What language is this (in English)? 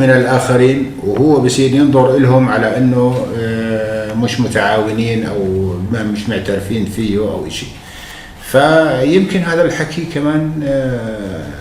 North Levantine Arabic